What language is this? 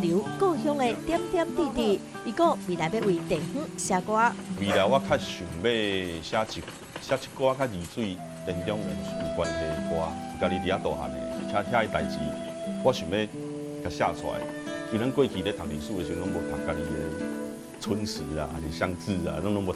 Min Nan Chinese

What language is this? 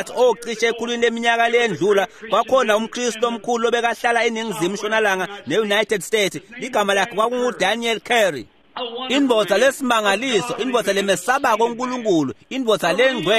Swati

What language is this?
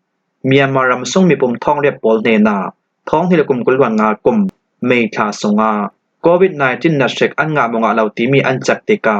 Falam Chin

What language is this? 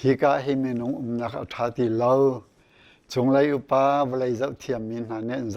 Hakha Chin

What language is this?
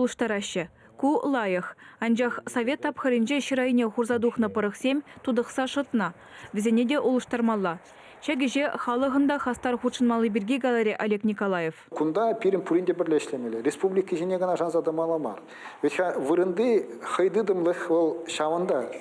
Chuvash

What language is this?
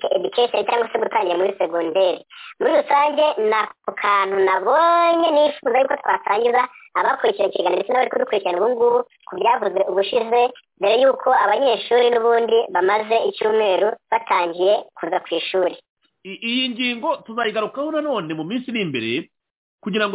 Kinyarwanda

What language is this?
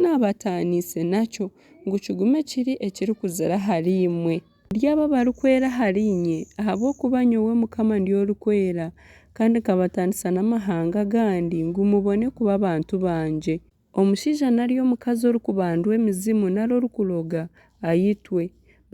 Nyankole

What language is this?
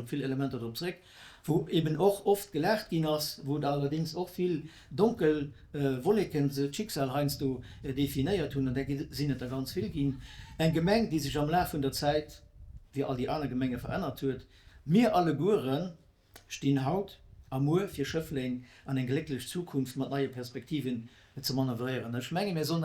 Luxembourgish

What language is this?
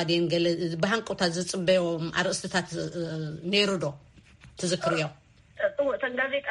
Tigrinya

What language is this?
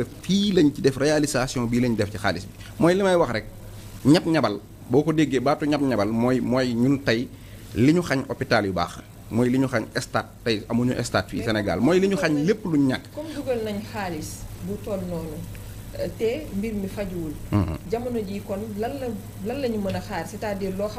Wolof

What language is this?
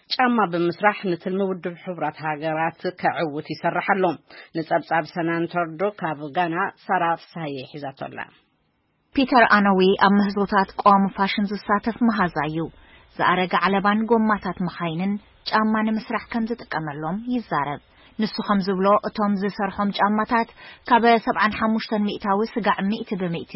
Tigrinya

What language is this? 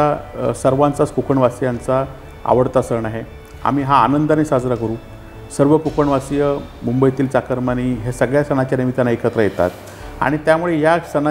Marathi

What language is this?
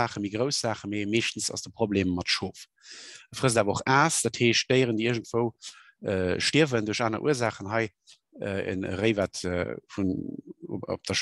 Luxembourgish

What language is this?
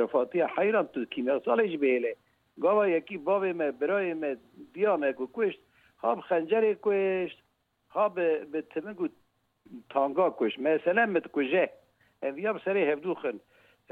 Kurdish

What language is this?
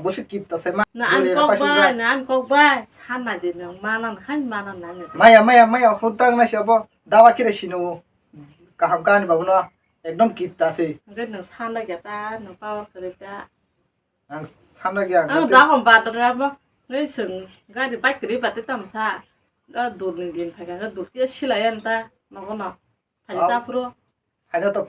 Kok Borok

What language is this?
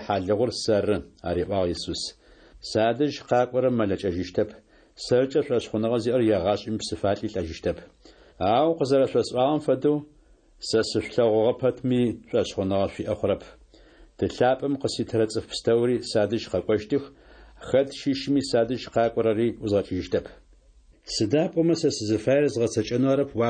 Adyghe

